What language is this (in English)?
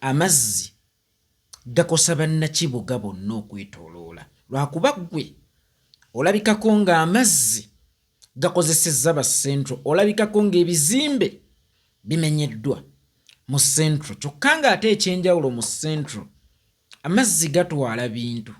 Ganda